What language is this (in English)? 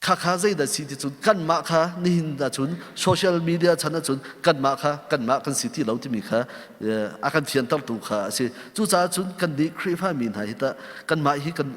Hakha Chin